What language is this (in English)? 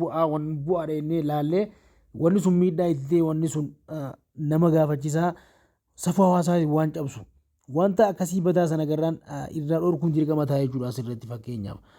Oromo